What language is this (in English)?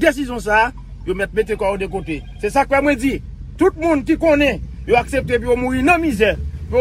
Haitian Creole